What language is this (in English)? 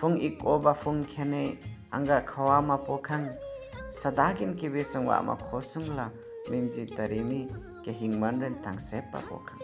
Limbu